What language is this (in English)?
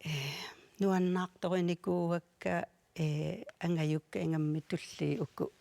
Kalaallisut